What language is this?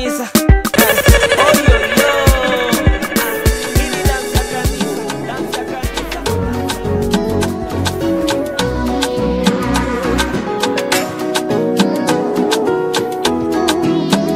Swahili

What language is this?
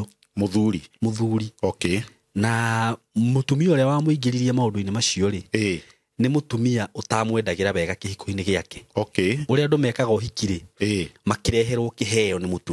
Kikuyu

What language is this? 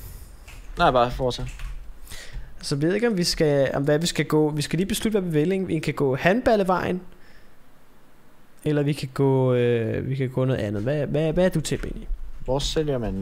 Danish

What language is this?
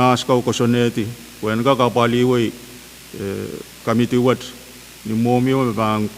Pohnpeian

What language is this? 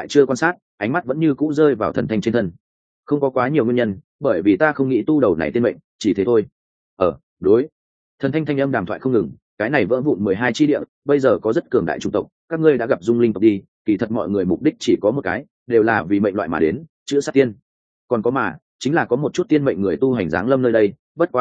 Vietnamese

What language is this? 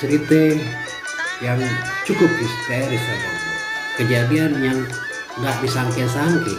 Betawi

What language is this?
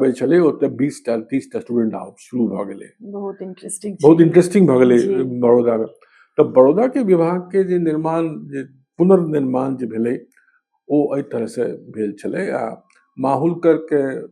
Maithili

